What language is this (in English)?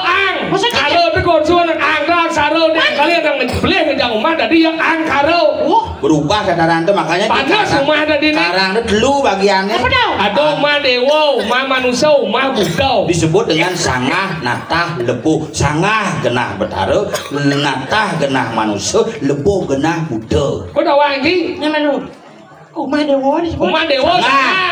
Balinese